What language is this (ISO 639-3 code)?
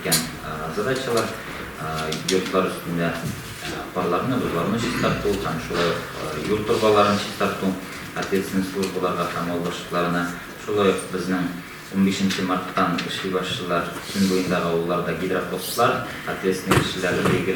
tat